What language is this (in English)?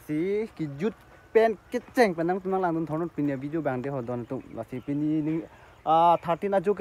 Karbi